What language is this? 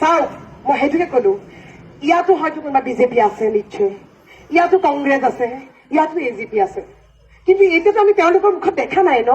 Assamese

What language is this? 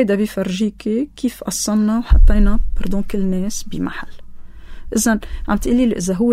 North Levantine Arabic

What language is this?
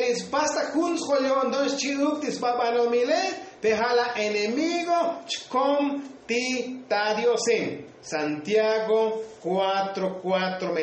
Tzotzil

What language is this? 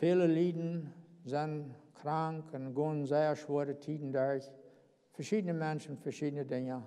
Plautdietsch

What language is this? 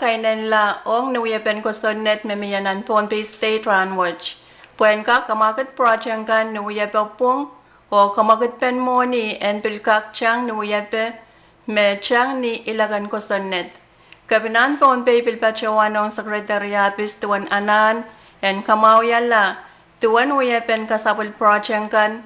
Pohnpeian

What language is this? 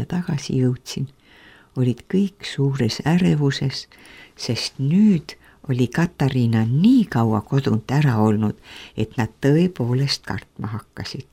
Estonian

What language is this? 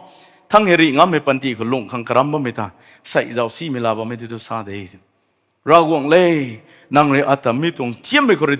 Rongmei Naga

